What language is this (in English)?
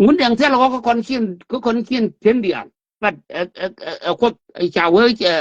Nuer